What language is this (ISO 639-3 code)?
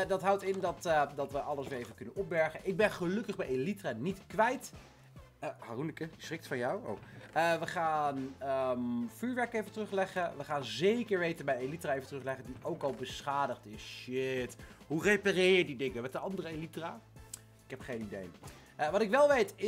nld